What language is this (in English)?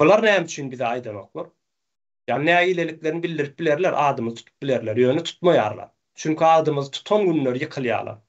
Turkmen